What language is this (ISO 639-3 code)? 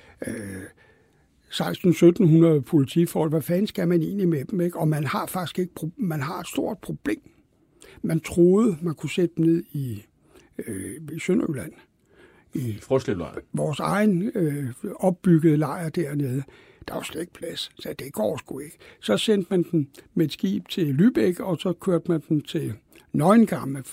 dan